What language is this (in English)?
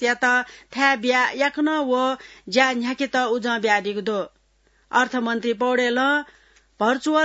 Newari